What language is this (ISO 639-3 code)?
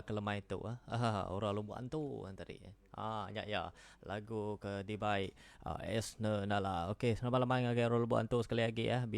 iba